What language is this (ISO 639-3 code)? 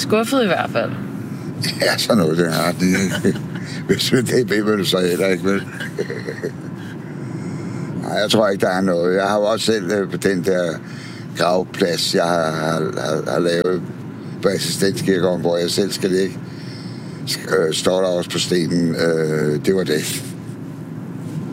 dan